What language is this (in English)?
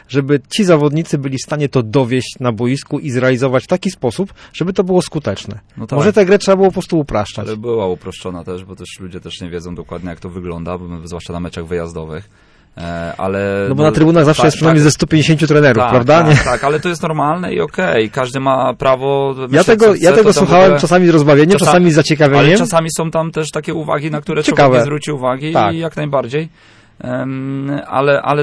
Polish